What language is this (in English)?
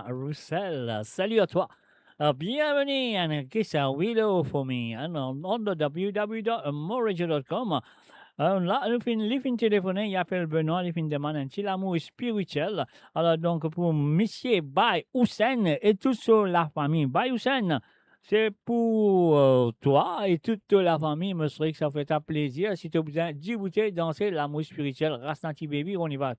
Morisyen